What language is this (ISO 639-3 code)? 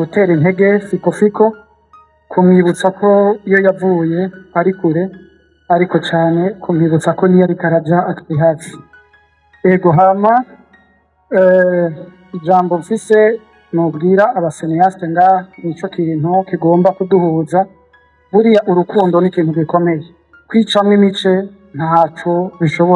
run